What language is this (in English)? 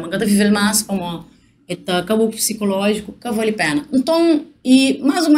Kabuverdianu